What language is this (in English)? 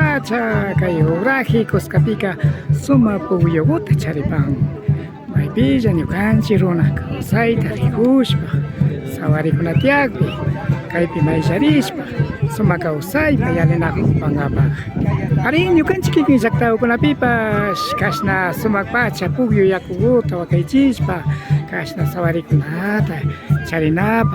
Imbabura Highland Quichua